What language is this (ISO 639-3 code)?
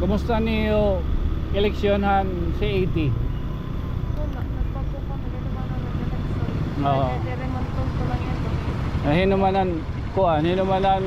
war